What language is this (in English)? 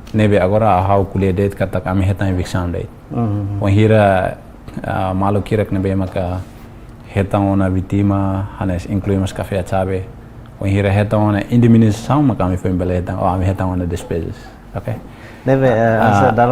Tetum